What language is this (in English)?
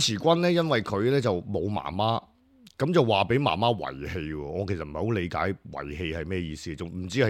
Cantonese